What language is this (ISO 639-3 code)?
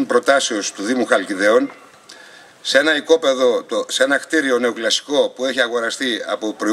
ell